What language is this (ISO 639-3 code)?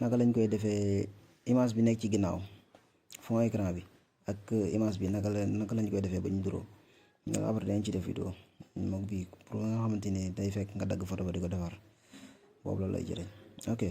wol